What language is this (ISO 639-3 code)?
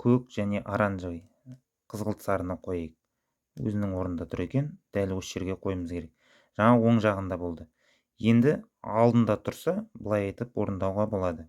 kaz